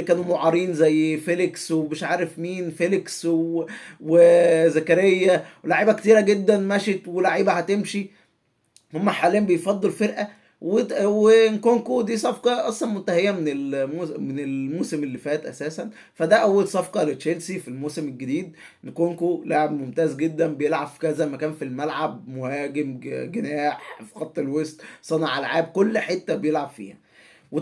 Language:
Egyptian Arabic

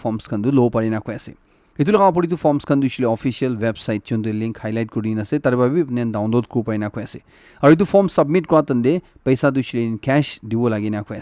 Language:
Naga Pidgin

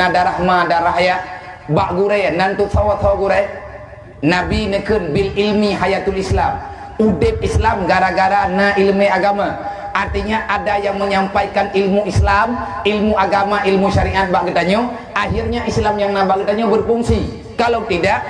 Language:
Achinese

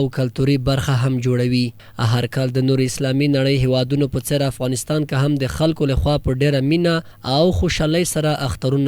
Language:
Pashto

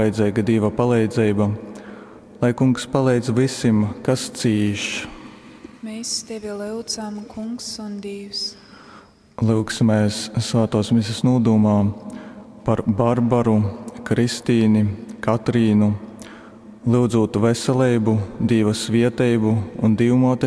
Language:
Latgalian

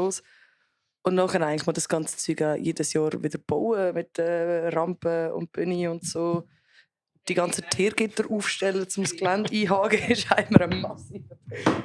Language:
Swiss German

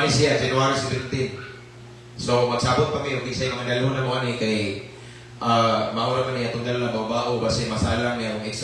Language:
Cebuano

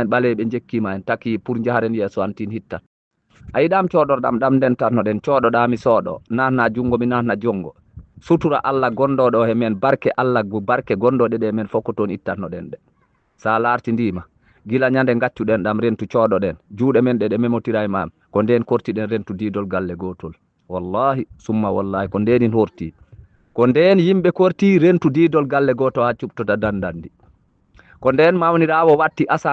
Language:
Fula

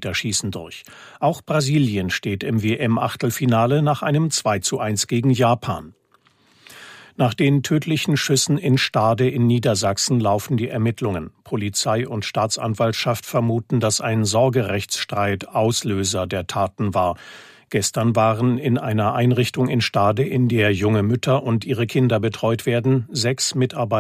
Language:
German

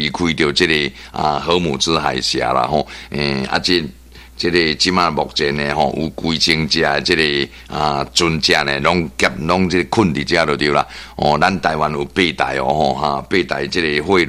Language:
Min Nan Chinese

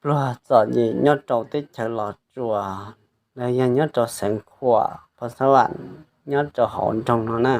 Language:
Hmong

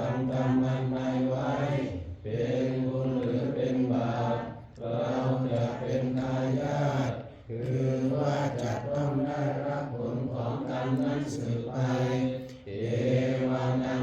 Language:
Pali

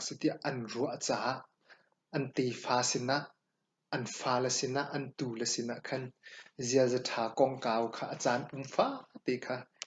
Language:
Hakha Chin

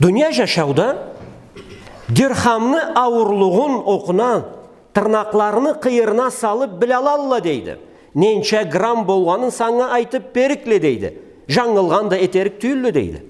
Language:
Karachay-Balkar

